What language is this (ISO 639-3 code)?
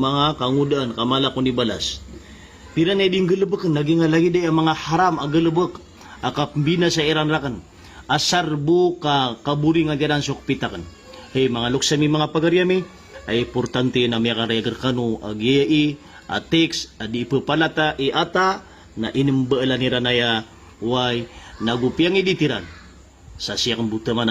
mrw